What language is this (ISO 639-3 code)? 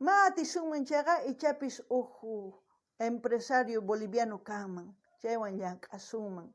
quh